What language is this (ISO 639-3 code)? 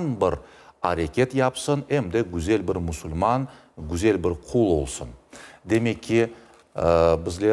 crh